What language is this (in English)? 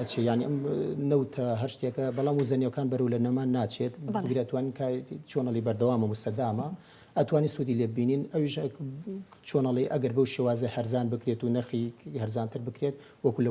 Central Kurdish